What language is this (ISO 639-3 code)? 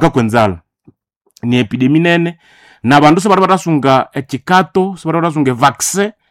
nnb